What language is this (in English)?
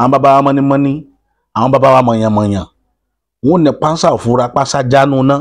Yoruba